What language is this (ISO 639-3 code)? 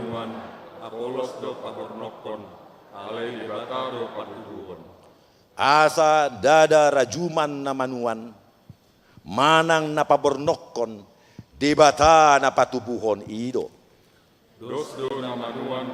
bbc